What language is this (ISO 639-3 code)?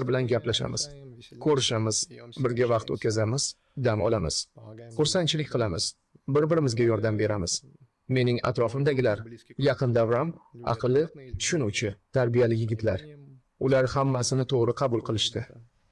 uzb